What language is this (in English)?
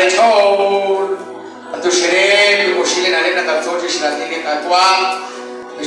Kekchí